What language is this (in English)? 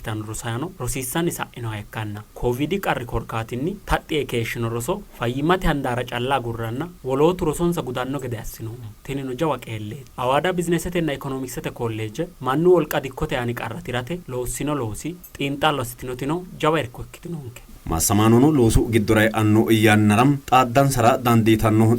Sidamo